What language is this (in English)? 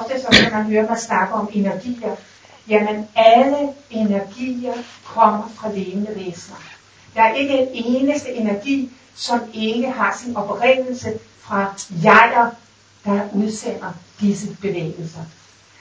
Danish